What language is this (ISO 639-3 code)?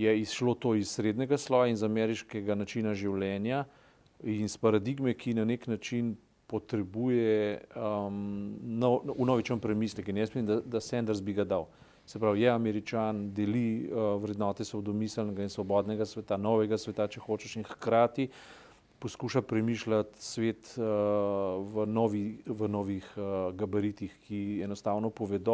slv